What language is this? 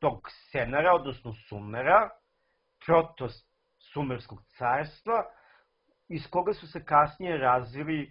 Serbian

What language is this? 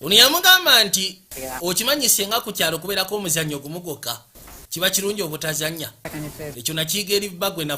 Ganda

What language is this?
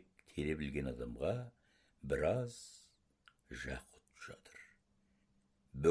Kazakh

